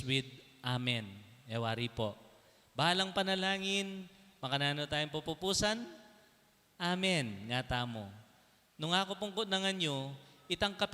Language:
Pampanga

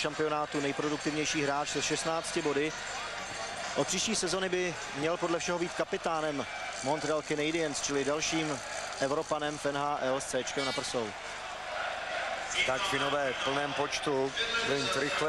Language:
Czech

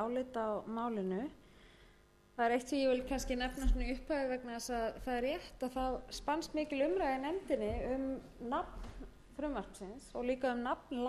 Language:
Icelandic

